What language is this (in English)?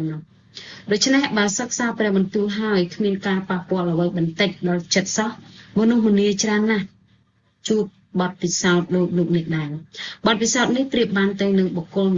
Khmer